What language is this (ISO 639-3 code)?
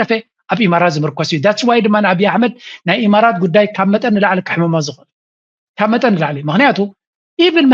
tir